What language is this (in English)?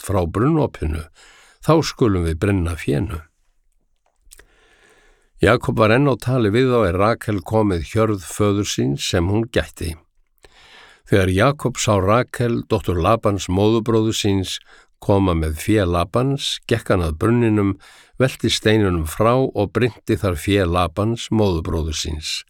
Icelandic